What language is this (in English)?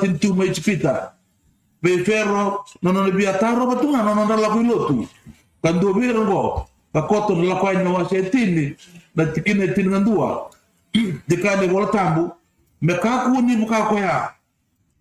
Fijian